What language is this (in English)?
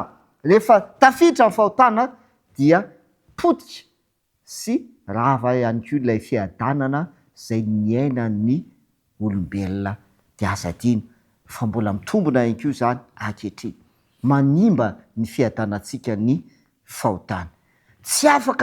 Malagasy